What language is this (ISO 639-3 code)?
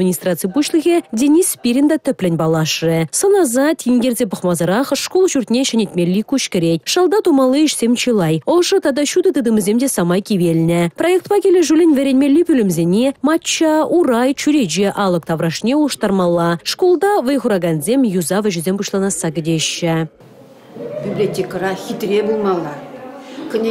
chv